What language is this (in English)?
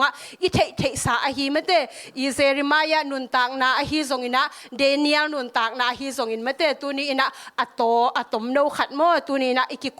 Tedim Chin